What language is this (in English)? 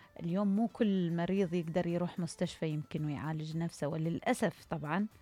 Mesopotamian Arabic